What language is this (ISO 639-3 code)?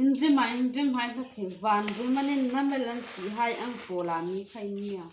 hmr